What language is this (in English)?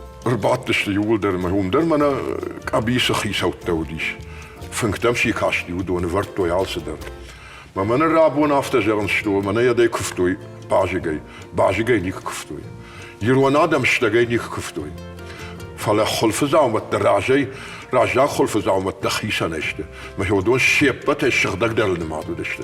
Ossetic